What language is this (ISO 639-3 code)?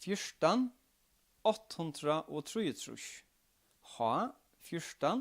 fao